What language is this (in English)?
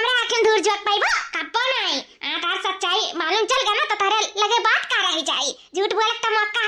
Awadhi